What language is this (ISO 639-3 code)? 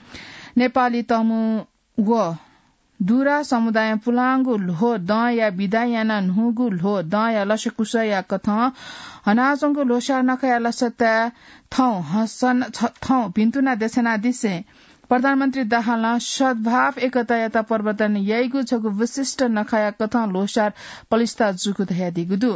new